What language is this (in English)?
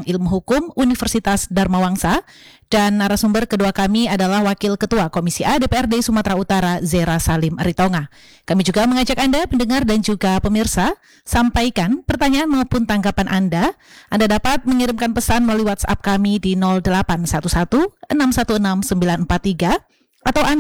Indonesian